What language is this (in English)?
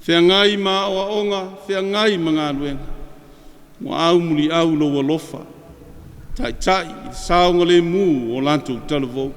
Samoan